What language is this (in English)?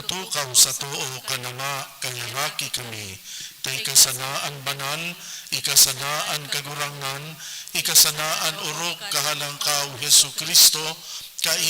Bikol